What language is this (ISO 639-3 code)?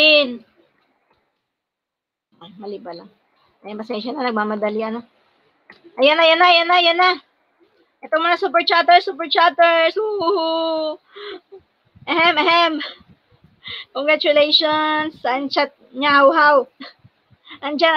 fil